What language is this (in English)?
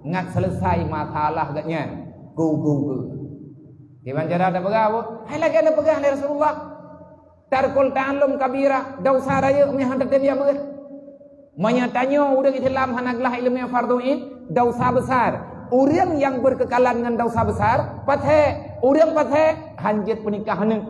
Achinese